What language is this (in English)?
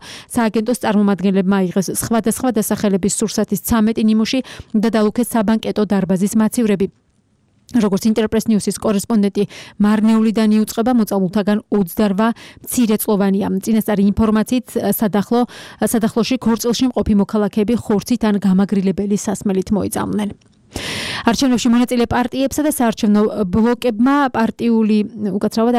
Georgian